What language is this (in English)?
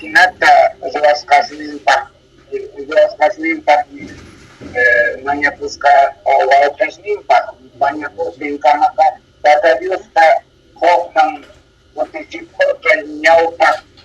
South Bolivian Quechua